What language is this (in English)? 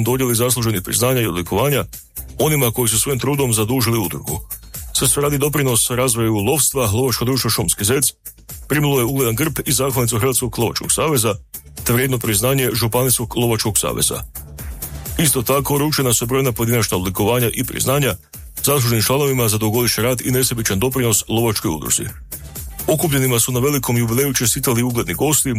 Croatian